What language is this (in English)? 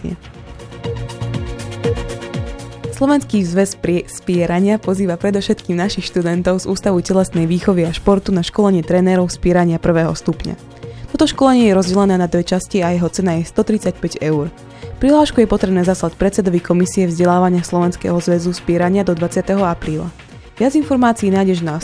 Slovak